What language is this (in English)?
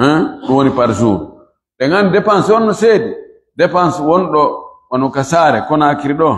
Fula